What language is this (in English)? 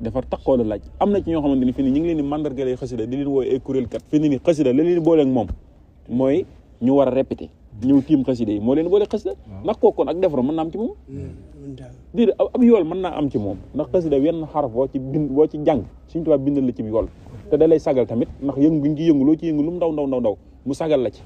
Wolof